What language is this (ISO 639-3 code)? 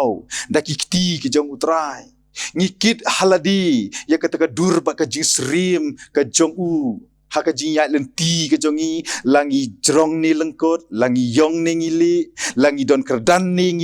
kha